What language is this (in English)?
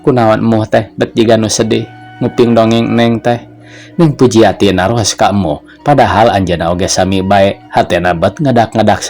Sundanese